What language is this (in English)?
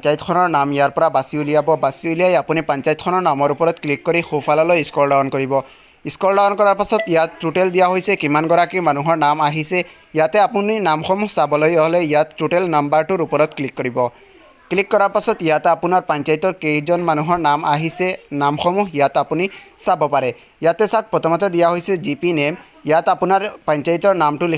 Assamese